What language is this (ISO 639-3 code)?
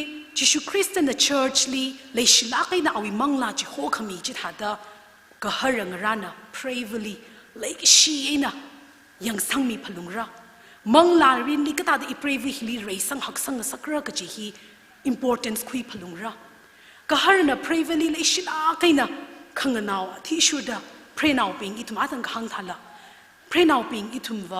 nmf